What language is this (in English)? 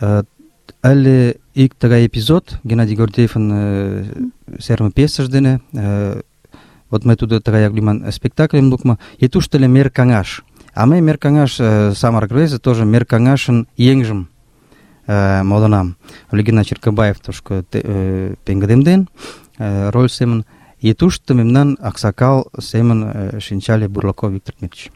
Mari